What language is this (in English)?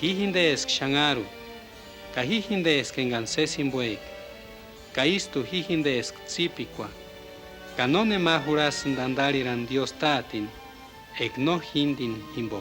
Purepecha